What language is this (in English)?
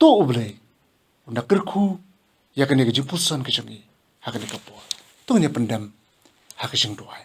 Khasi